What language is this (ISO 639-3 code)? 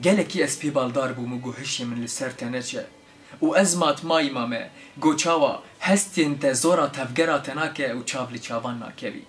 kur